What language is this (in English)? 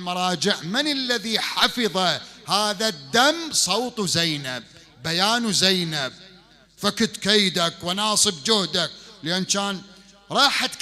Mesopotamian Arabic